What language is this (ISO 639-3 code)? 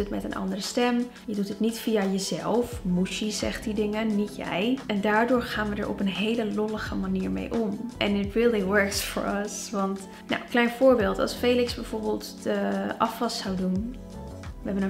nld